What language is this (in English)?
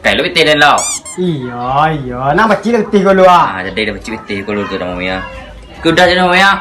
Minangkabau